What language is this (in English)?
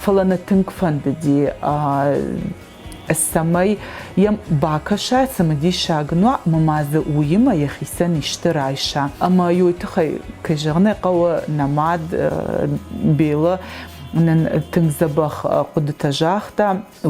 Ossetic